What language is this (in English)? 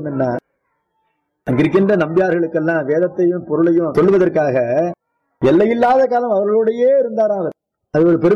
Tamil